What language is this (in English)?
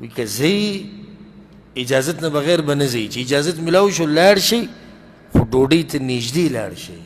Pashto